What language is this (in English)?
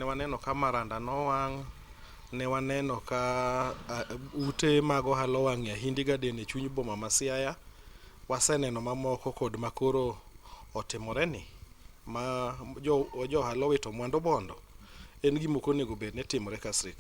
Luo (Kenya and Tanzania)